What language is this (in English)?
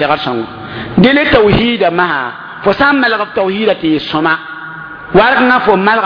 Mossi